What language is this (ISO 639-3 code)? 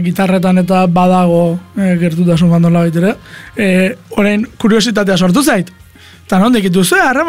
eus